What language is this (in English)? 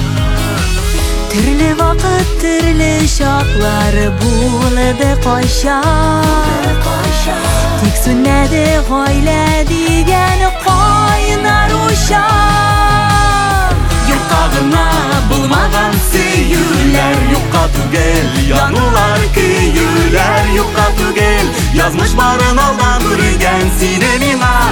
Tatar